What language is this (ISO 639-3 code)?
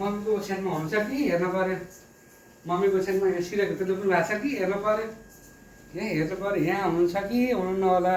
nep